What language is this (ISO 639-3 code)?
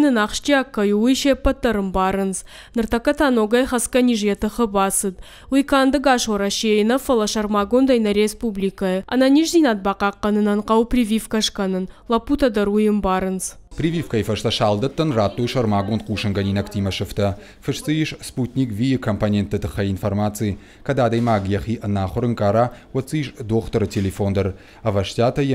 oss